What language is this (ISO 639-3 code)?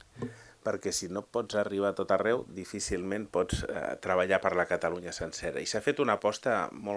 cat